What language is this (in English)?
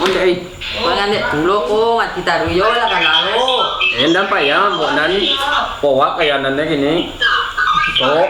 Minangkabau